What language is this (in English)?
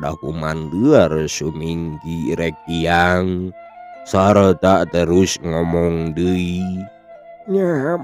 Sundanese